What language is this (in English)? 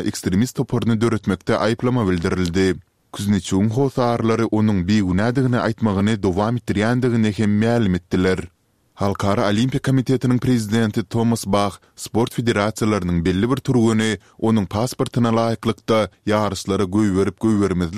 Turkmen